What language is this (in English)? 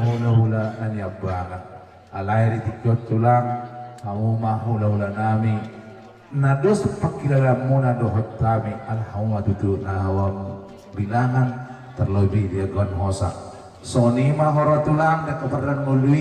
Batak Toba